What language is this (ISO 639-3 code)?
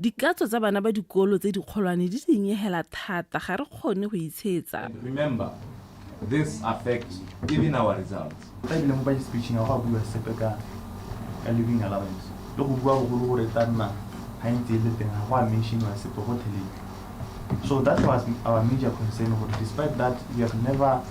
tsn